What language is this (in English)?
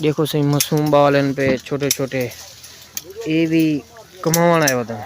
Saraiki